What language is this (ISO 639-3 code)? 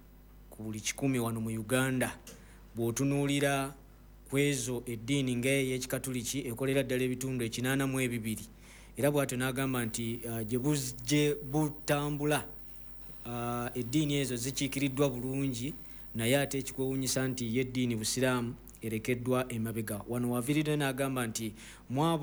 lug